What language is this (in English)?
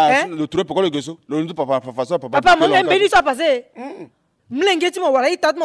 Sango